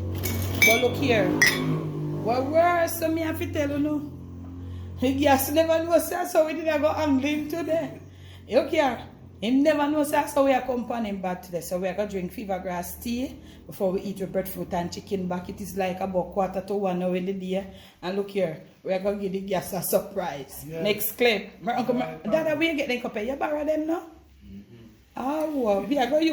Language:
Jamaican Creole English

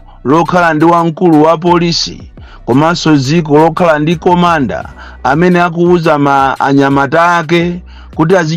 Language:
Nyanja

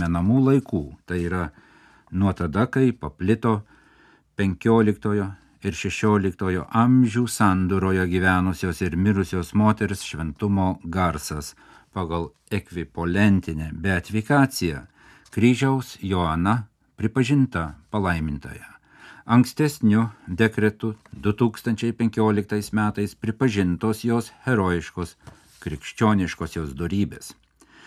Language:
Lithuanian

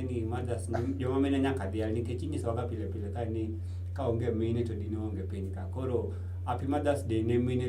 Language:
Luo (Kenya and Tanzania)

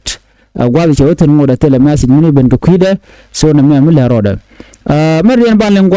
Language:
Nuer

